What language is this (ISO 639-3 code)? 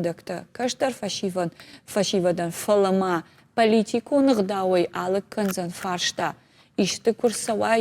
oss